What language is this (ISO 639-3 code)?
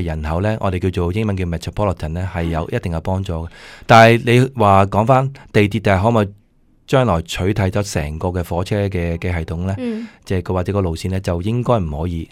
yue